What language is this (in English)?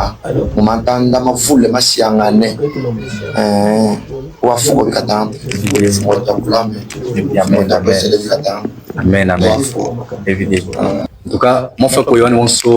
Luba-Katanga